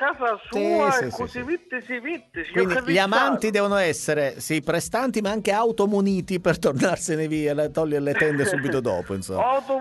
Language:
Italian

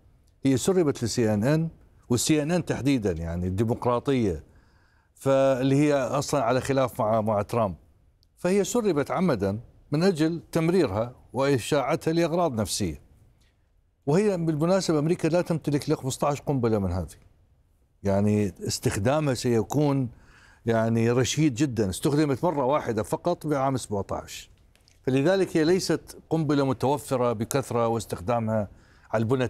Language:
Arabic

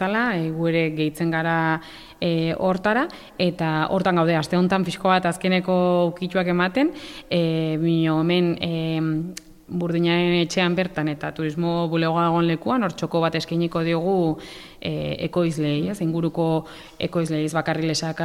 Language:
Basque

